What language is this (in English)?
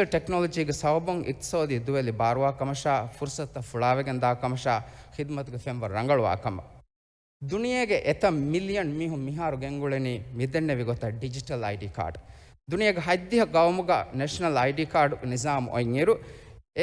Divehi